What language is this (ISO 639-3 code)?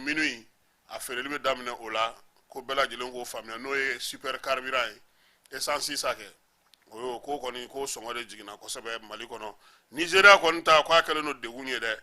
bam